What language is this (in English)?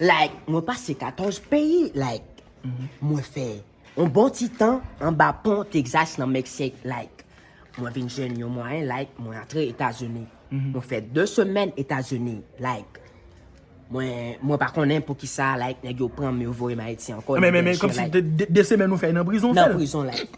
Haitian Creole